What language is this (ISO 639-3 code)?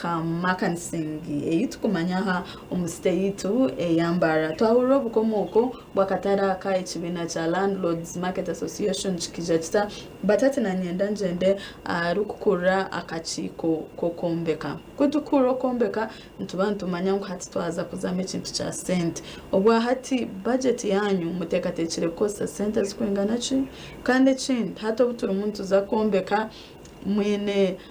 nyn